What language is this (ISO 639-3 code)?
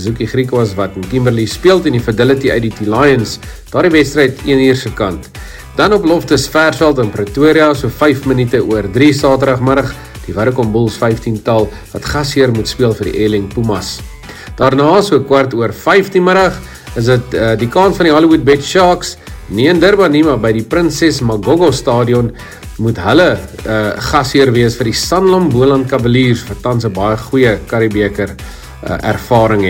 afr